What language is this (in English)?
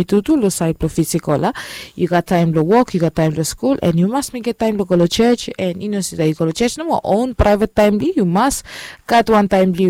Bislama